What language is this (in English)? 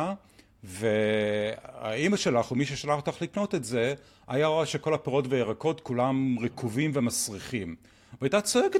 Hebrew